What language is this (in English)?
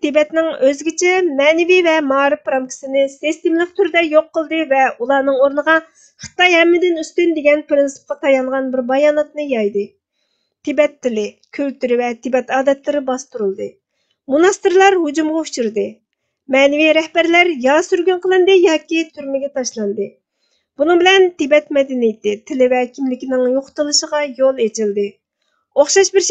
Uyghur